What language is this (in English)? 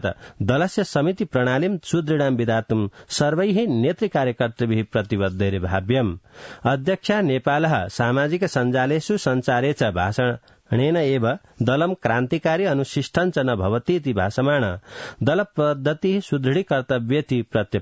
Sanskrit